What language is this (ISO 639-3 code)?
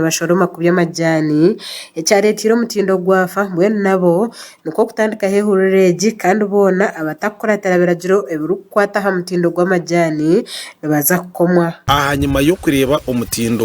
nyn